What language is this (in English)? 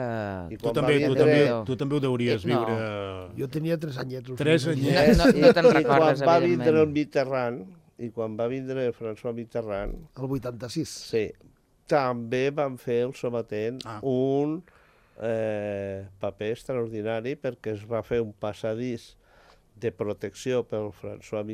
Catalan